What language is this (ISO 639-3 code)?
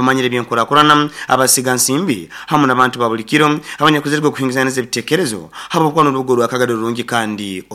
nyo